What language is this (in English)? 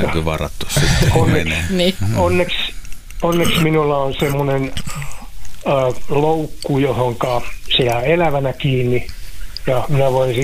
Finnish